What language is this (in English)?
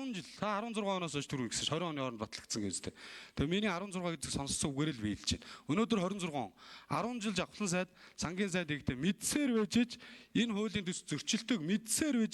Mongolian